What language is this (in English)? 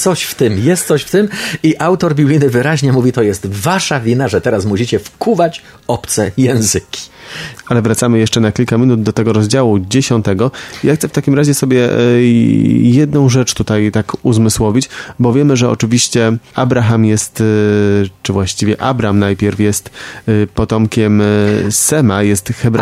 Polish